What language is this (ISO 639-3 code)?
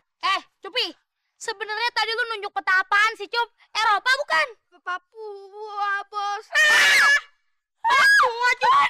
bew